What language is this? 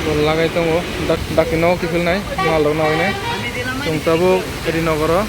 Kok Borok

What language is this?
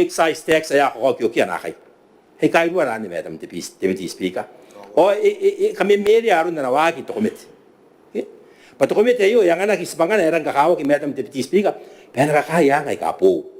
Gilbertese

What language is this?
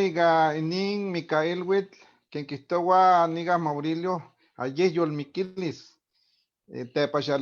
Eastern Huasteca Nahuatl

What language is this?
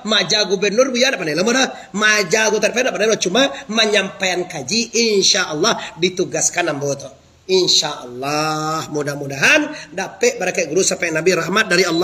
Minangkabau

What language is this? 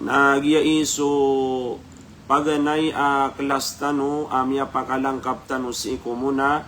Maranao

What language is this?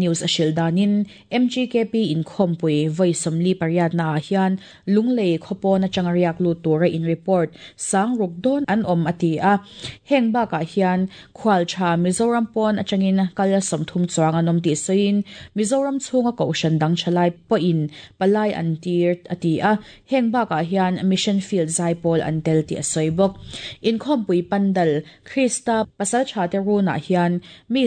Mizo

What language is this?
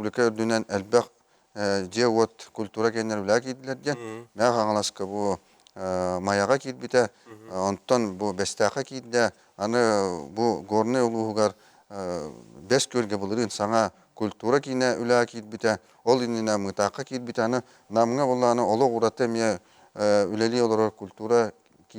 Yakut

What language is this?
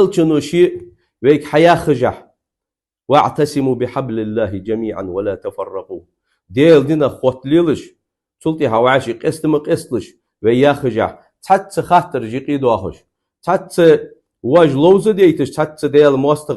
Ingush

